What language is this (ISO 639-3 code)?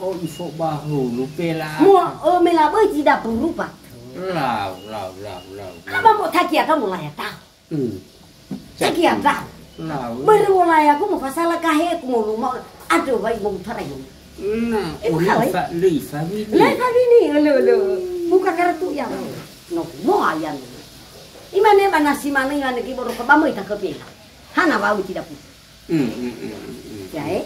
nia